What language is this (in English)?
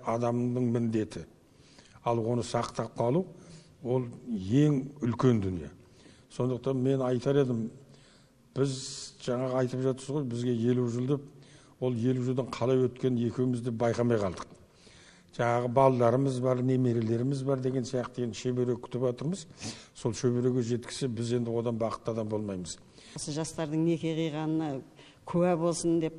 Kazakh